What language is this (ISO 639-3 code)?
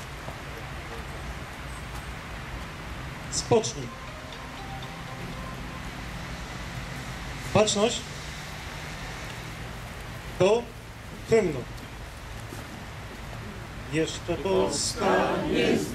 pol